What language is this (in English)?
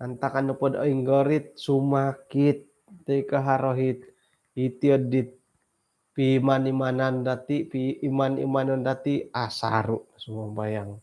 Central Dusun